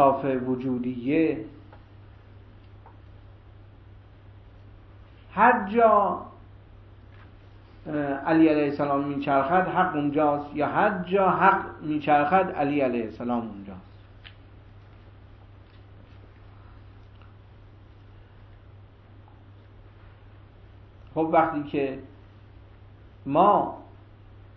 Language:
Persian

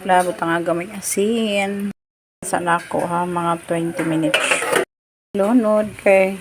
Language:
Cebuano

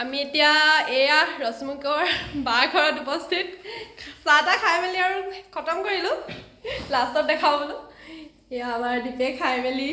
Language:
Assamese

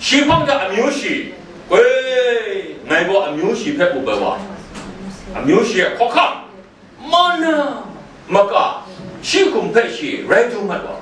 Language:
Kachin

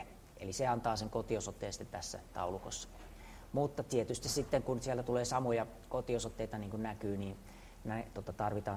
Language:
Finnish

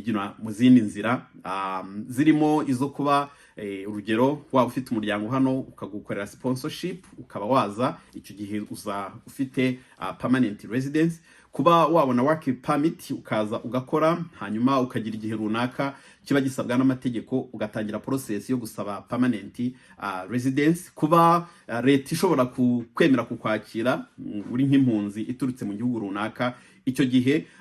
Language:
Kinyarwanda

